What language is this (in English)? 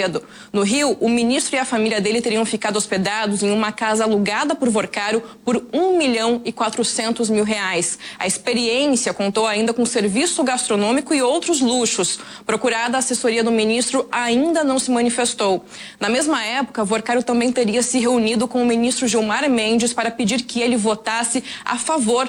Portuguese